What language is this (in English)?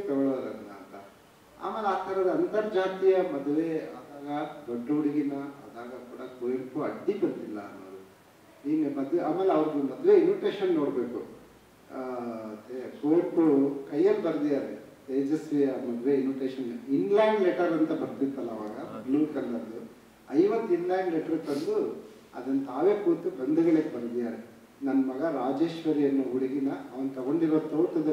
Kannada